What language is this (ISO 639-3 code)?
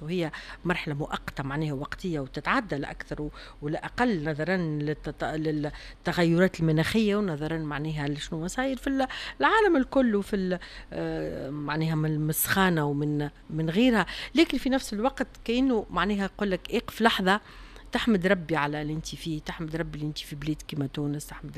aeb